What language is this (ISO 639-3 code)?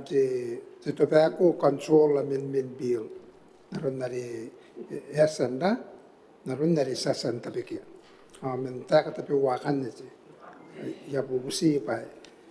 gil